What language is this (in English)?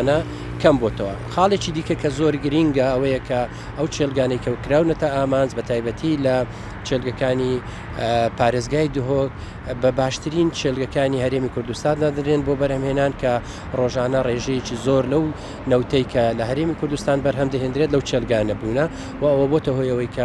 Central Kurdish